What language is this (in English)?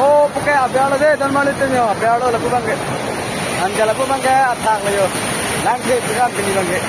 Karbi